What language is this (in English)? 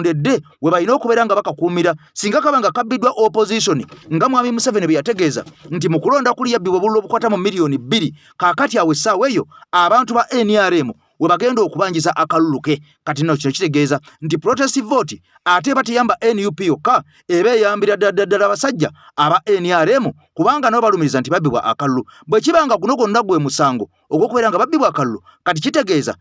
Ganda